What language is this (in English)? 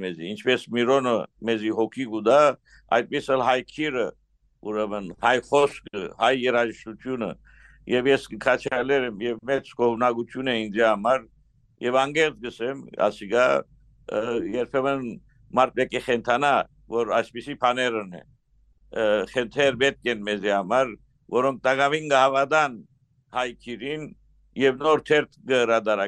Western Armenian